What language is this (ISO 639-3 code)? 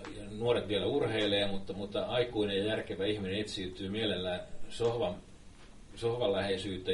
fin